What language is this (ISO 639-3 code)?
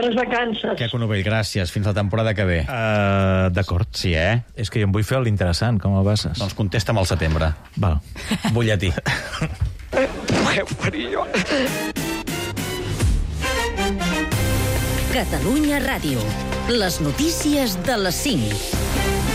cat